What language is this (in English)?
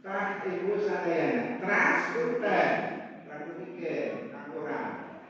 Sundanese